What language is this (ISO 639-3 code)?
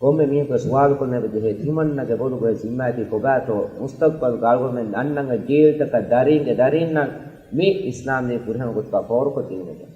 div